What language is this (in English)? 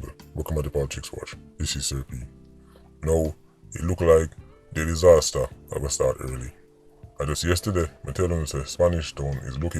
Jamaican Creole English